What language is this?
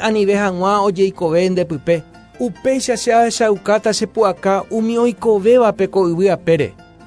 Guarani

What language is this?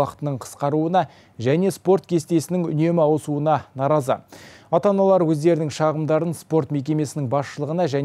Kazakh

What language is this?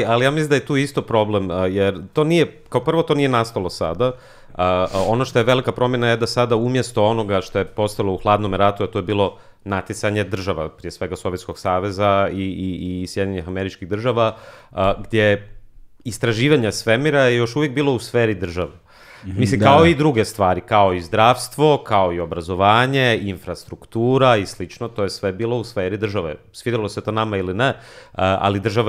Croatian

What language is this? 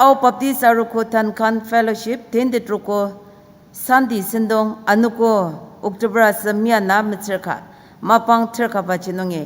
Ao Naga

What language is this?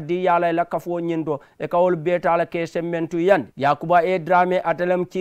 Mandingo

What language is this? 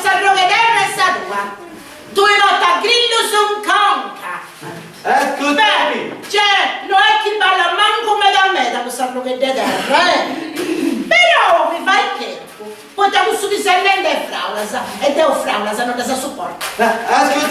Sardinian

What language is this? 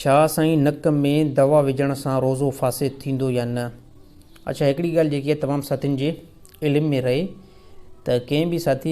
Sindhi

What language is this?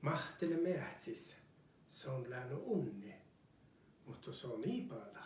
Northern Sami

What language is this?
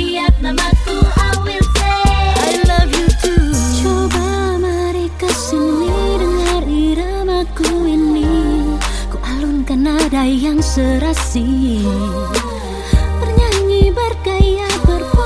Indonesian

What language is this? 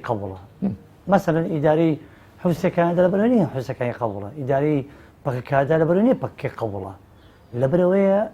Central Kurdish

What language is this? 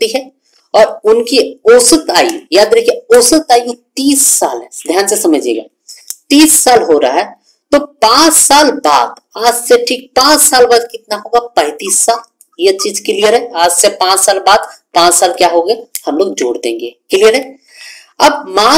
Hindi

